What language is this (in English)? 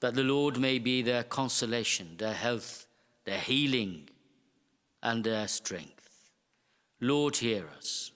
English